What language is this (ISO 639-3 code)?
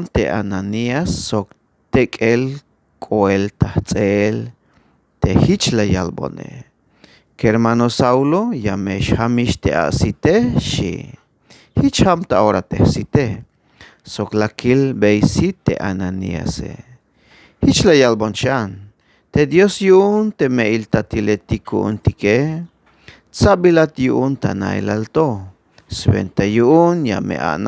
tzh